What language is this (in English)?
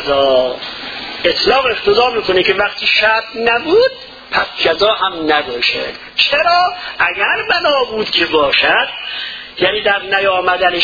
Persian